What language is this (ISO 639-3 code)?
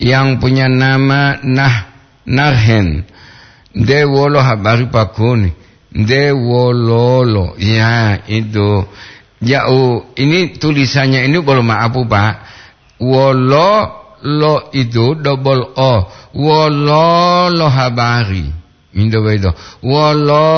gor